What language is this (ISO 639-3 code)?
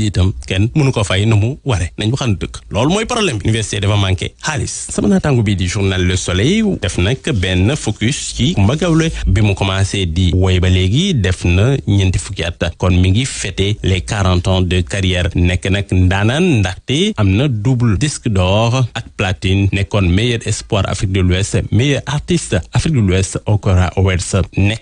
wol